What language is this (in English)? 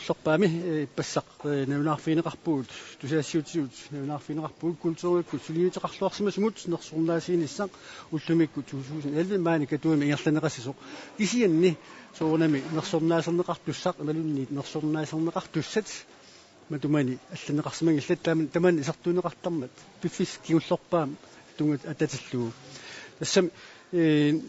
Kalaallisut